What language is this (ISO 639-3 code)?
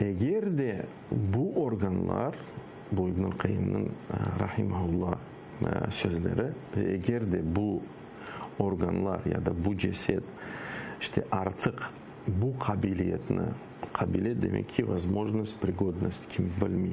crh